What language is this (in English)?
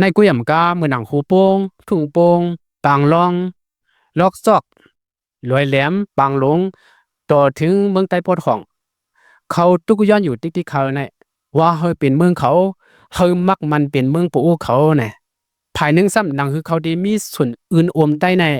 Lao